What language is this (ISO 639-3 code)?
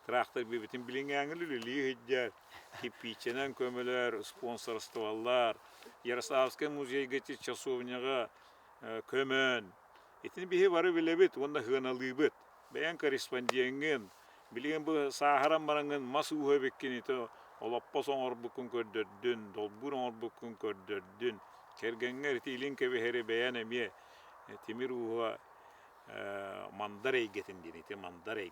sah